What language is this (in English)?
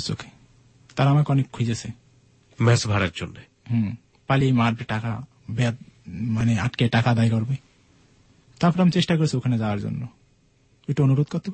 Bangla